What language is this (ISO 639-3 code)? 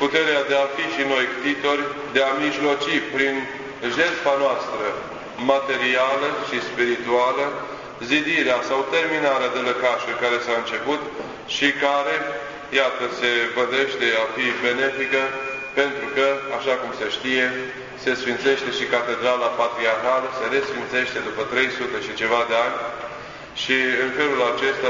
ron